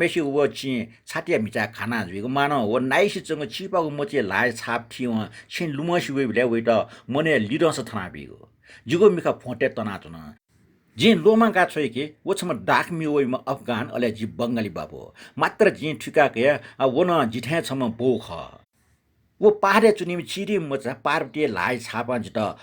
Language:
Newari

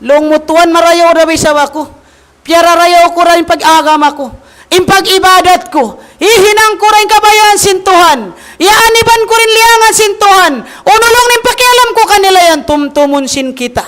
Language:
Tausug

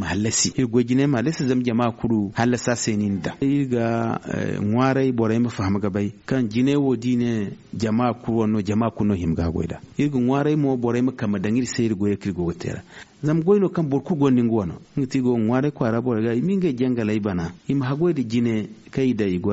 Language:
Zarma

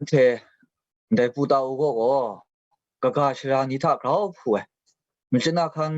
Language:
Kachin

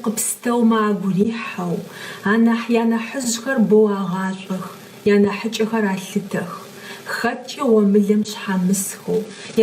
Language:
Adyghe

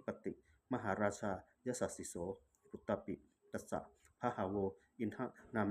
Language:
Pali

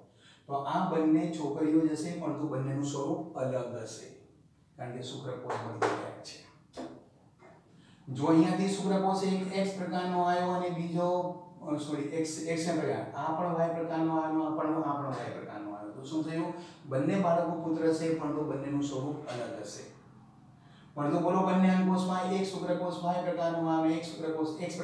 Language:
Gujarati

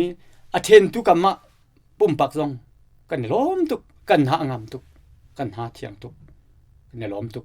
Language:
Hakha Chin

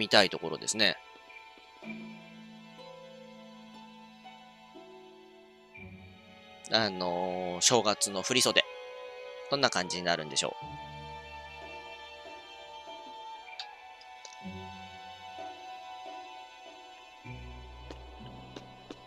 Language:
Japanese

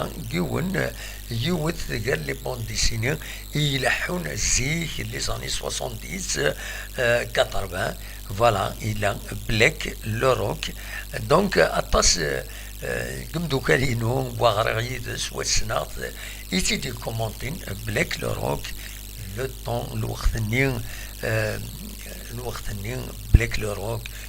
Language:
Kabyle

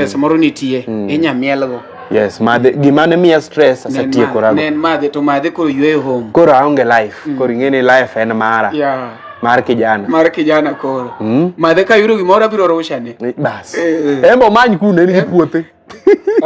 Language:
Luo (Kenya and Tanzania)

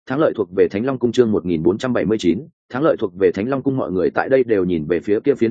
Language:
Vietnamese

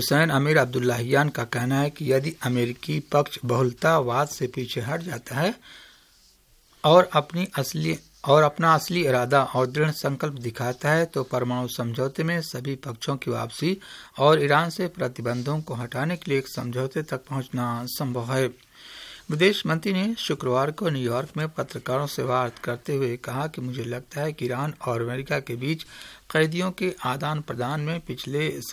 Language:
Hindi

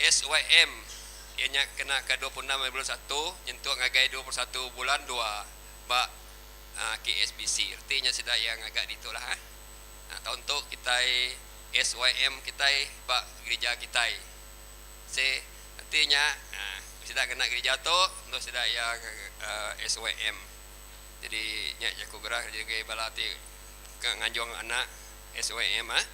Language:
Iban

